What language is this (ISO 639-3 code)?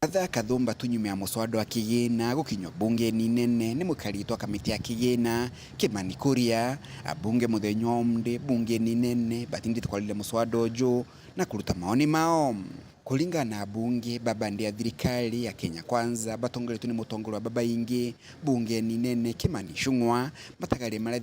mer